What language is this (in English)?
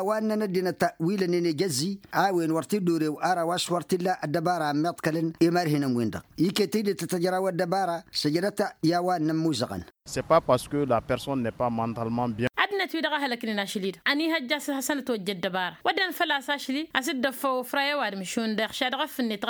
Tamasheq